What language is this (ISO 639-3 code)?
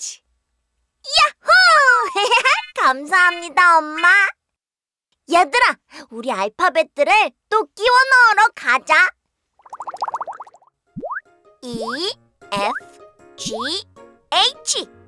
kor